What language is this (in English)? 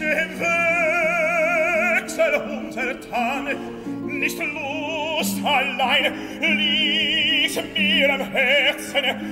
German